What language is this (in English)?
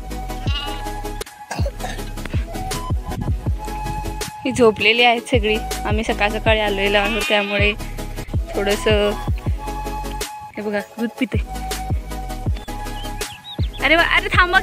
Marathi